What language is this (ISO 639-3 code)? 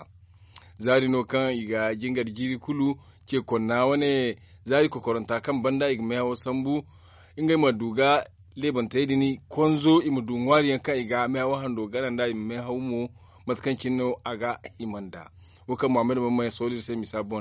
dje